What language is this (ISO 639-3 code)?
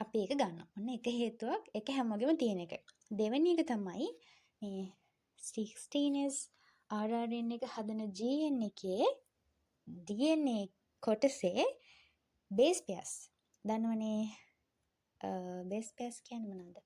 sin